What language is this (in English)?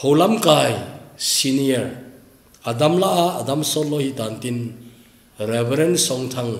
Thado Chin